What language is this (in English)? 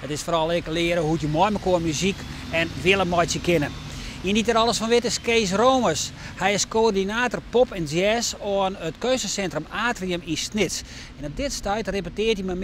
Western Frisian